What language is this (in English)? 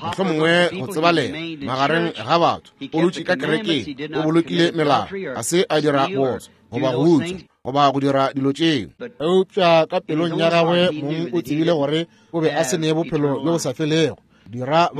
Northern Sotho